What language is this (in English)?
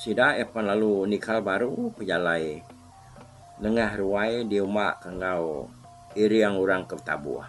Iban